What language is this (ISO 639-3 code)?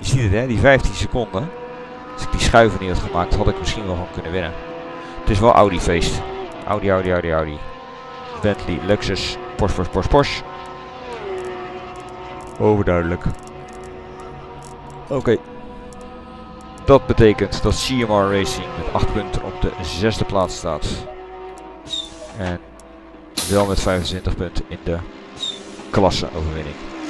nld